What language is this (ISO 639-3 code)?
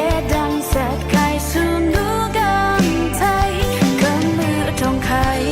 raw